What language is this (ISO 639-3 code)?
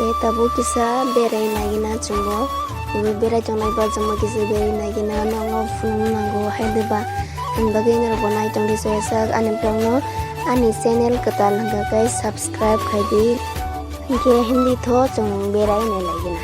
trp